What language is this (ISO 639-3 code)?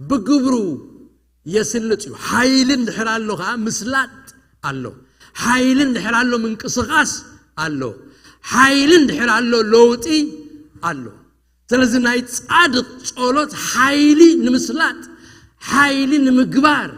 tir